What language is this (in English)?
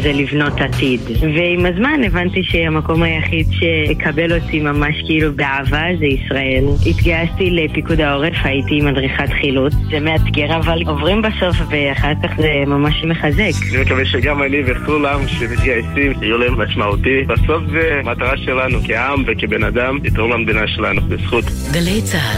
Hebrew